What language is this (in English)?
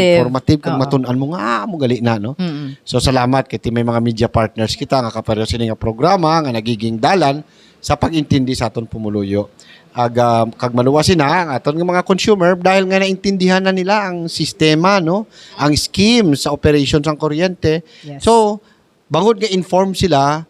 Hiligaynon